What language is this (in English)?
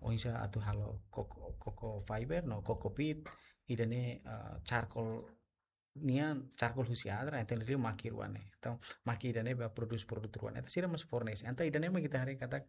Tetum